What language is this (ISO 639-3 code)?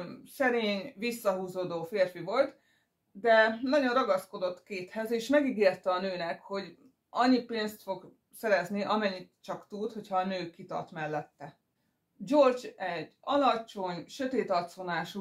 hun